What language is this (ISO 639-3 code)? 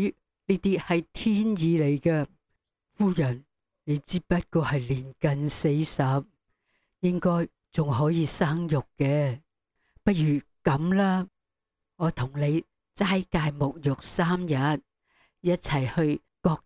yue